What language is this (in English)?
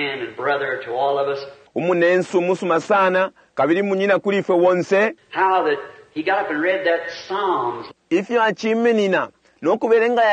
Bemba